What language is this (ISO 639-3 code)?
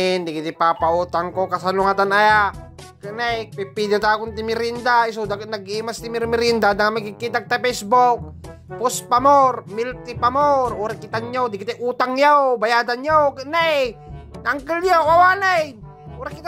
ilo